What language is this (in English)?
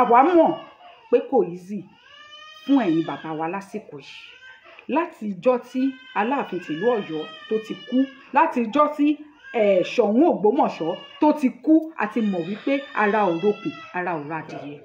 Yoruba